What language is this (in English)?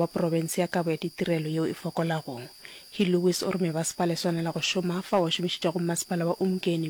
Northern Sotho